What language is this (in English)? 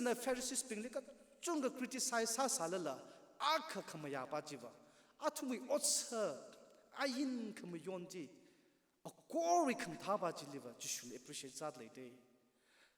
Tangkhul Naga (India)